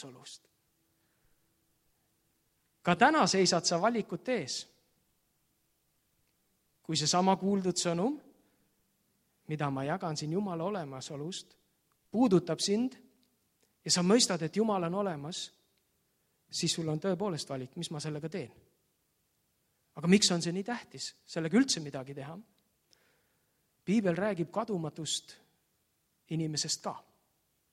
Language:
Estonian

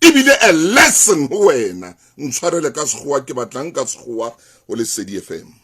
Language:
Southern Sotho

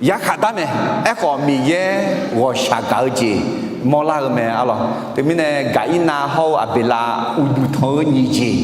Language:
Akha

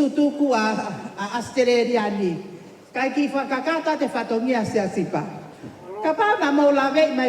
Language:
Tongan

